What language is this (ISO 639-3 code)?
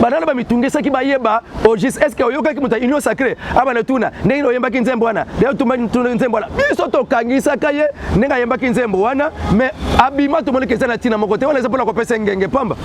lin